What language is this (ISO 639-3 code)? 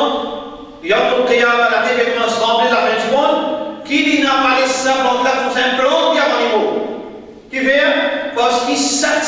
mfe